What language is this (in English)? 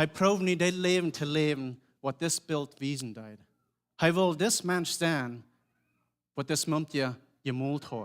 Plautdietsch